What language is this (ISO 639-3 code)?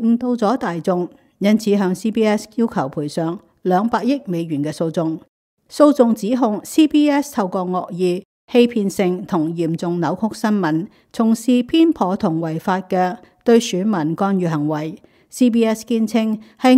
yue